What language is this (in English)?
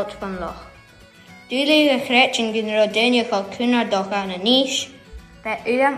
Scottish Gaelic